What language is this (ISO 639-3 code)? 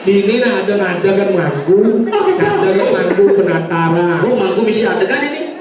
ban